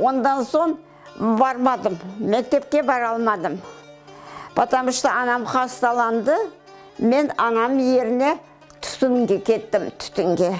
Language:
Crimean Tatar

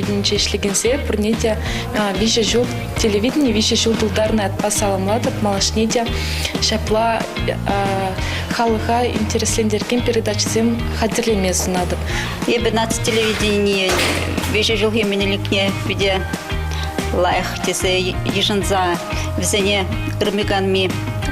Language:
Chuvash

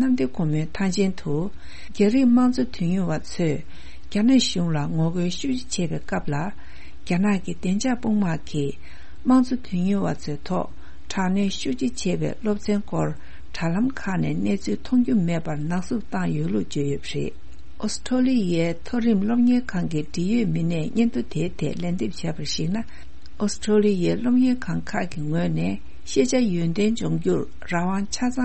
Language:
Tibetan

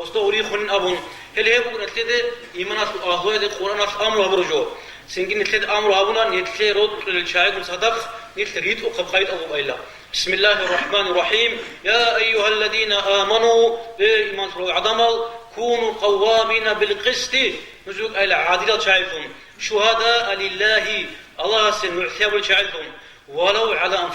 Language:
Avaric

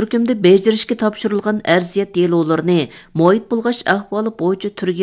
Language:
Uyghur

